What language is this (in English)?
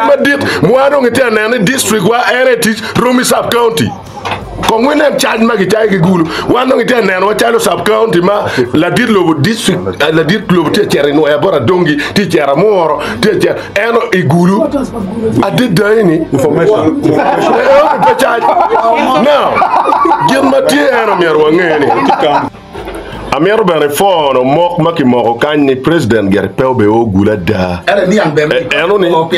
Acoli